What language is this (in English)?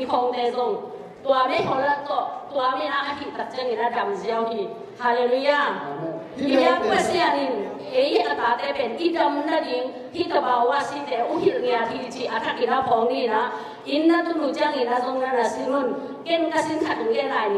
Tedim Chin